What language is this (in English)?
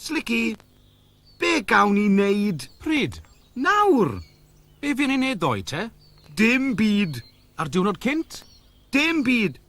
Welsh